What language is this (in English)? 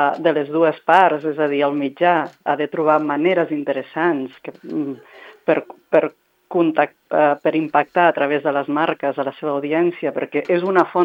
Catalan